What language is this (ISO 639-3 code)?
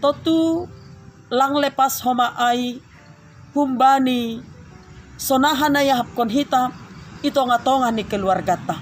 bts